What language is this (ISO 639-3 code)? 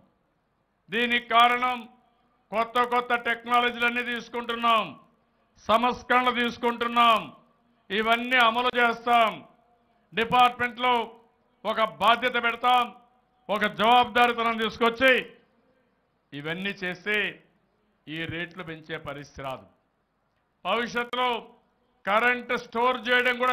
tel